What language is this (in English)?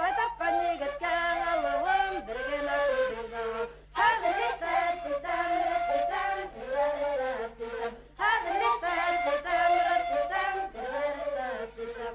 Bashkir